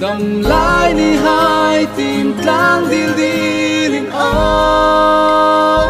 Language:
Hmar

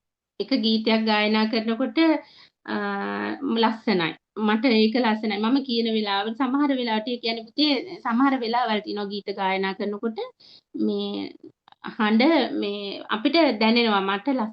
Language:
Sinhala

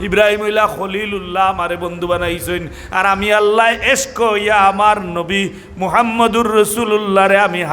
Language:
Sylheti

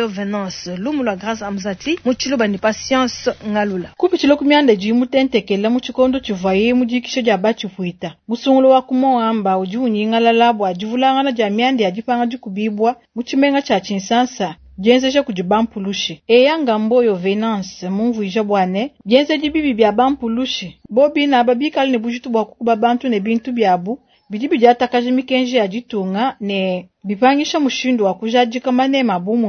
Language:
Luba-Lulua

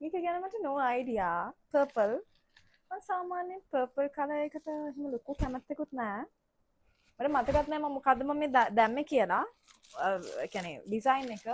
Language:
Sinhala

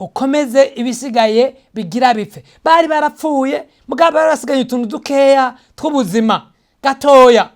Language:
Rundi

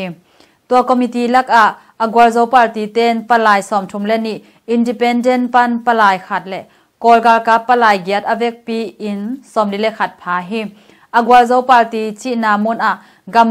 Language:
Tedim Chin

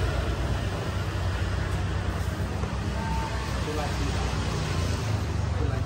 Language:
Indonesian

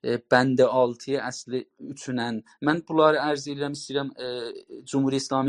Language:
South Azerbaijani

